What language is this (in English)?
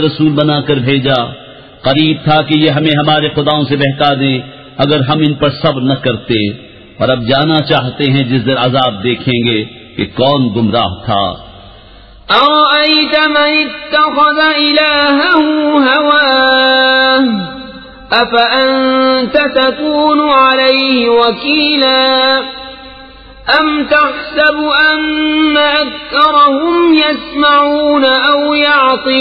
Urdu